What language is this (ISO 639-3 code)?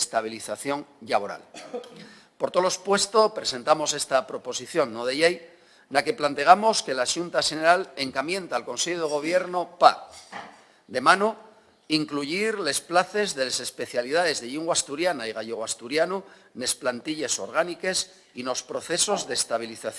ast